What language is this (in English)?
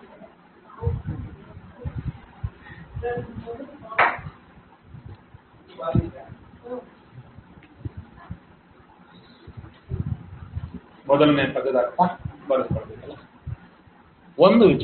Kannada